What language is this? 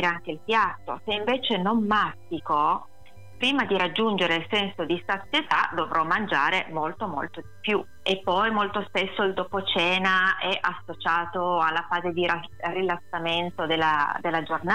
Italian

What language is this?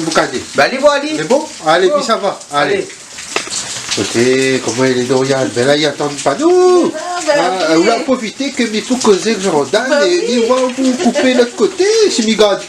Réunion Creole French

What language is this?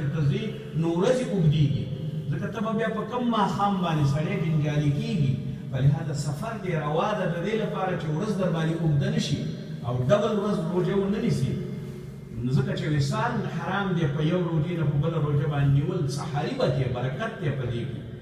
Pashto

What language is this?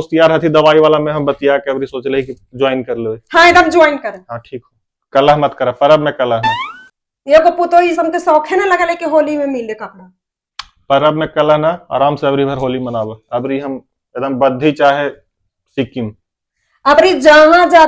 Magahi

